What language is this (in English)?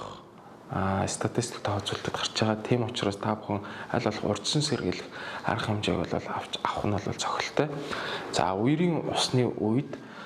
Mongolian